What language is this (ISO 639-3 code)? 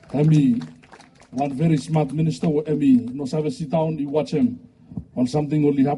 bis